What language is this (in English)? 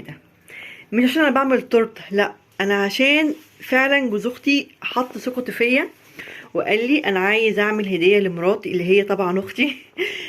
Egyptian Arabic